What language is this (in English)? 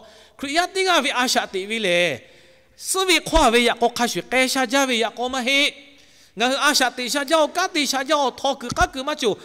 Lahu